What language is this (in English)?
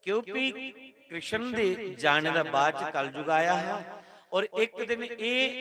Dogri